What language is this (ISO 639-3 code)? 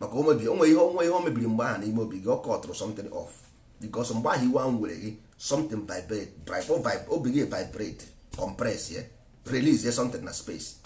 ibo